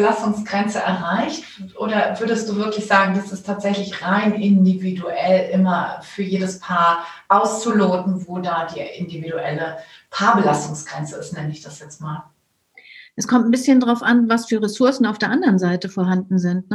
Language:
German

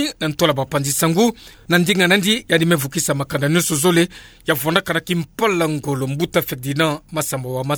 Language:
Kituba (Democratic Republic of Congo)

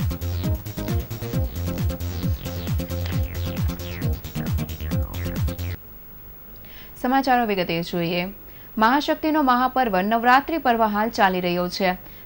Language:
Gujarati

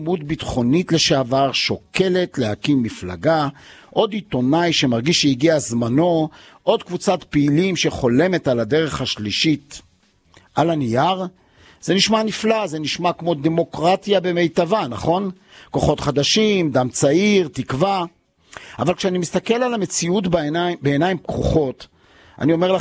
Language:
Hebrew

